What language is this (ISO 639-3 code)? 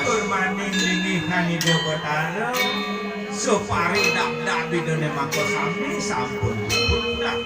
ban